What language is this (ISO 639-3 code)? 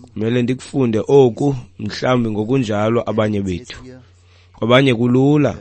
xho